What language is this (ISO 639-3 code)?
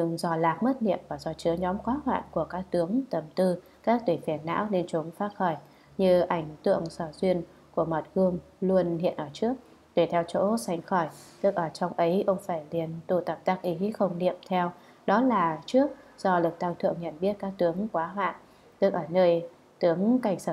vie